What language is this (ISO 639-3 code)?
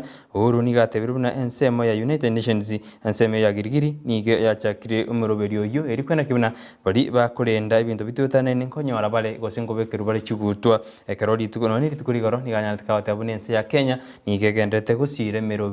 guz